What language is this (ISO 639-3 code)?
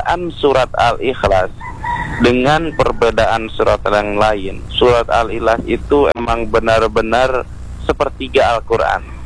ind